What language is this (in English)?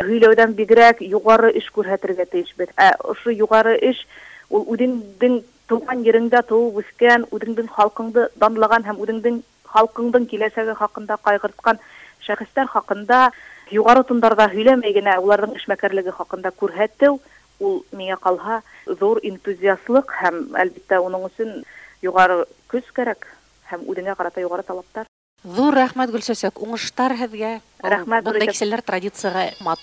Bashkir